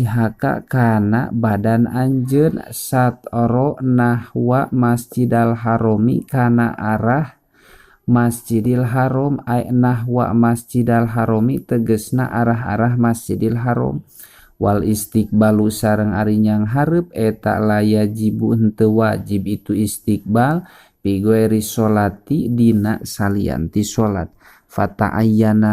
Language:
Sundanese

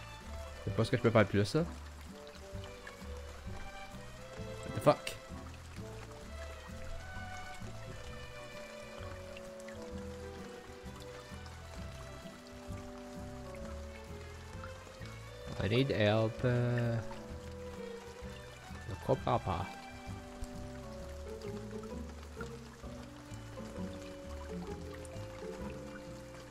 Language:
French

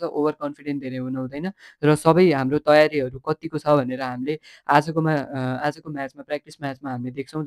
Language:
Nepali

